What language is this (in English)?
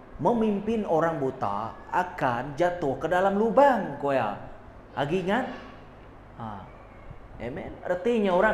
Iban